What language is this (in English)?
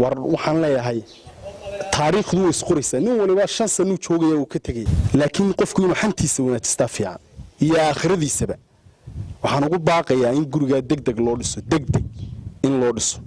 Somali